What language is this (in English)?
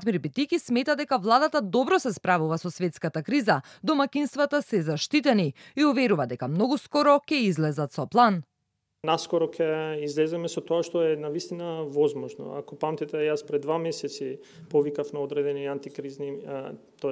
Macedonian